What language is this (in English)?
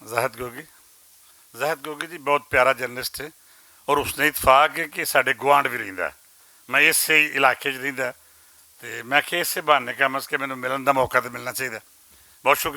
Western Panjabi